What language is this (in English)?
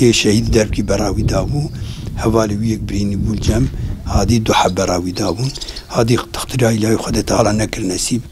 Kurdish